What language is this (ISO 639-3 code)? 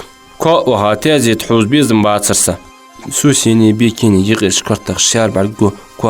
inh